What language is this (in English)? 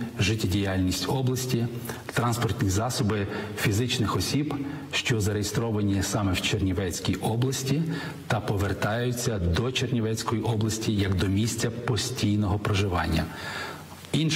Ukrainian